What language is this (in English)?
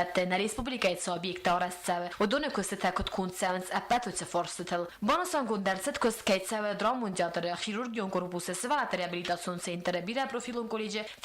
Ossetic